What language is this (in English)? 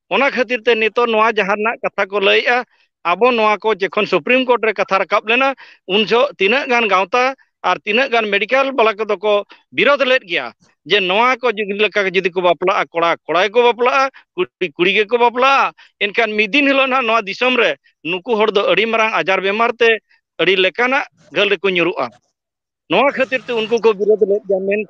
Santali